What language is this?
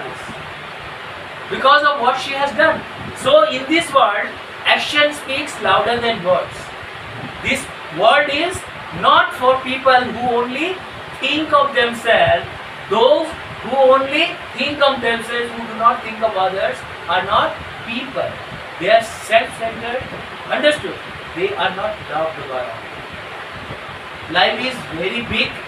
English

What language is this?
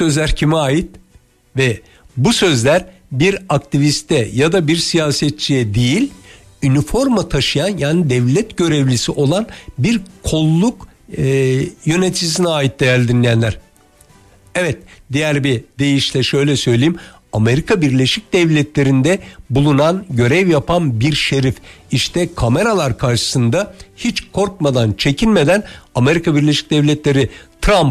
Turkish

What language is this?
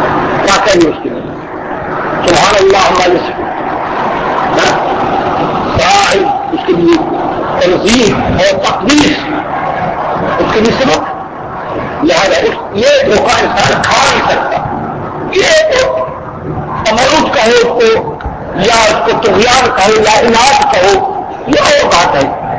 Urdu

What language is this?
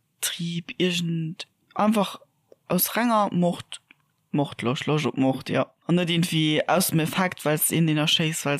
Luxembourgish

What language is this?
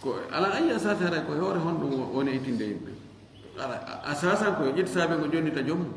Fula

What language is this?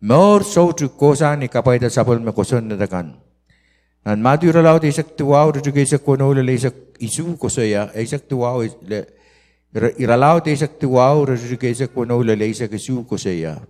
Pohnpeian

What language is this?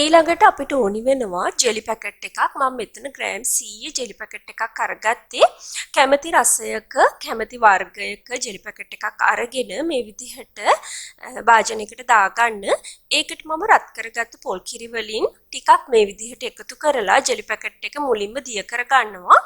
Sinhala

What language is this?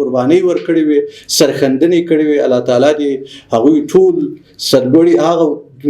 Pashto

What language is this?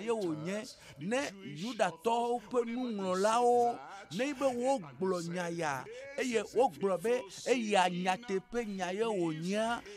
Ewe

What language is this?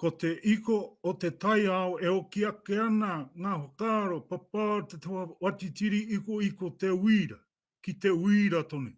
Māori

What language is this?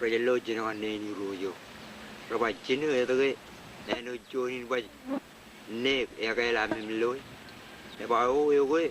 Marshallese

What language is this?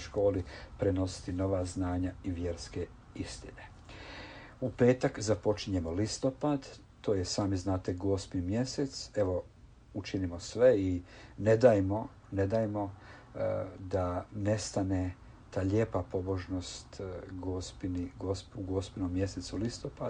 Croatian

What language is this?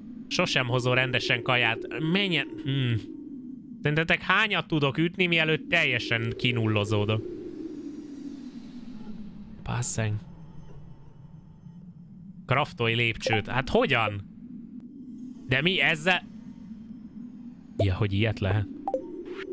Hungarian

